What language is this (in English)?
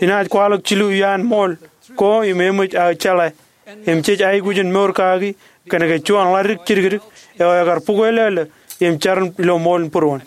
Marshallese